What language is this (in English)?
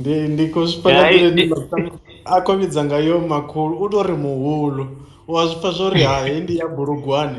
Venda